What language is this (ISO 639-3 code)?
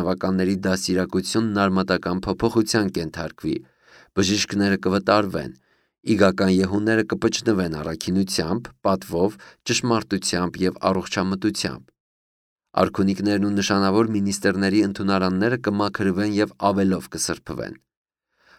hye